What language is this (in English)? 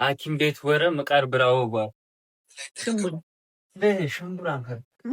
Amharic